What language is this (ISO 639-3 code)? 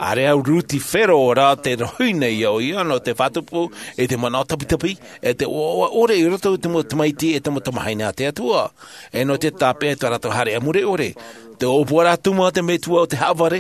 tah